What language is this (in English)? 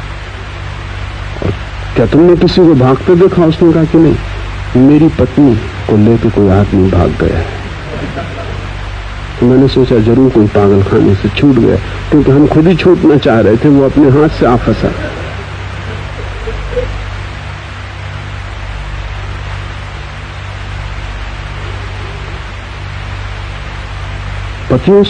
Hindi